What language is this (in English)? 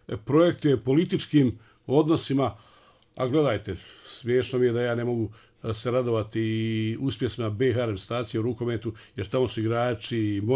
Bosnian